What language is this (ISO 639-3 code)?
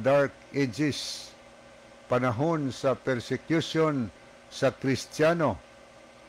ceb